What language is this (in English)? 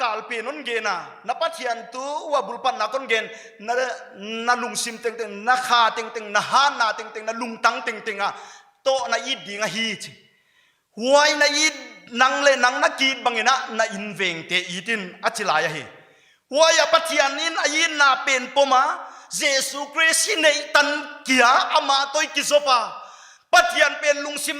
Paite Chin